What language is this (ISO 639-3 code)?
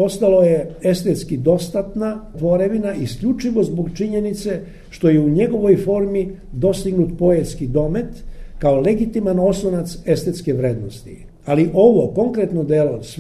srp